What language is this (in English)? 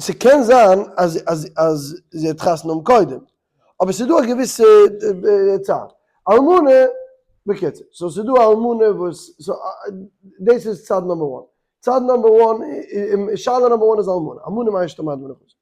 Yiddish